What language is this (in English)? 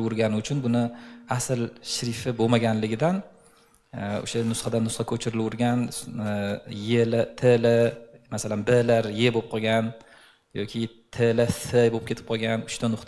Uzbek